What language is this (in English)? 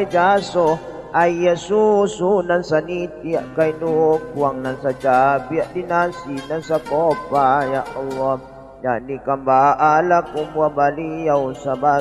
Minangkabau